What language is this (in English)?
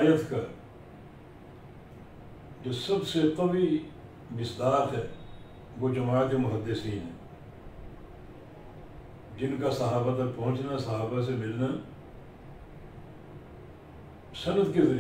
Urdu